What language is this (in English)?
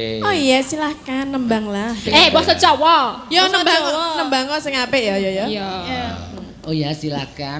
Javanese